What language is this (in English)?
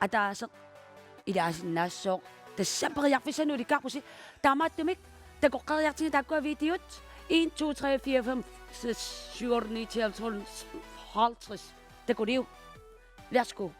Kalaallisut